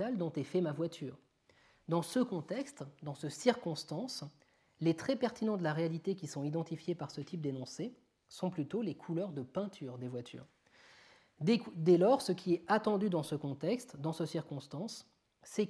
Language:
French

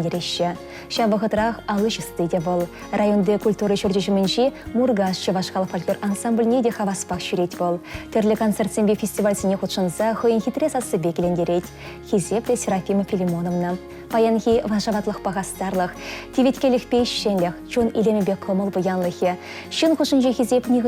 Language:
Chuvash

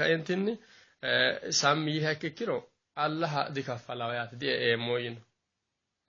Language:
Sidamo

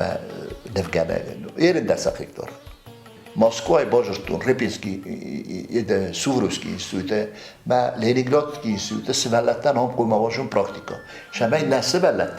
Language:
Ossetic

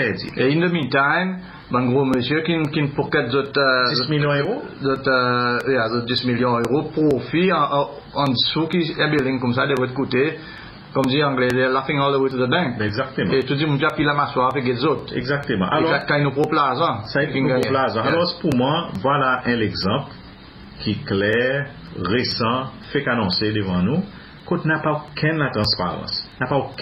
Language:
Seselwa Creole French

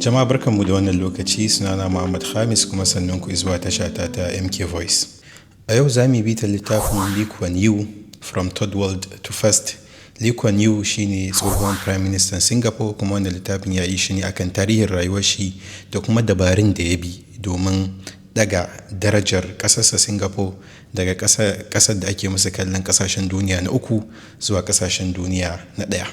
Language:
Hausa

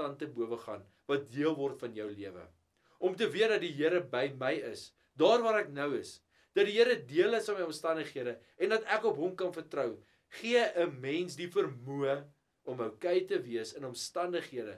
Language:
Afrikaans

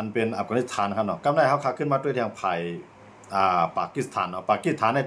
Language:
Shan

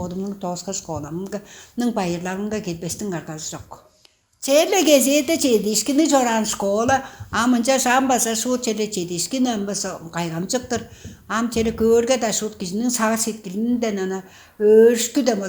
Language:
Tuvinian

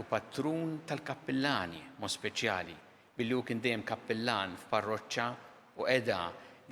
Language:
Maltese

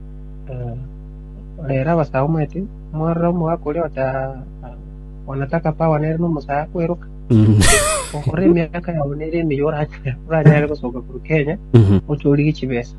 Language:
Gusii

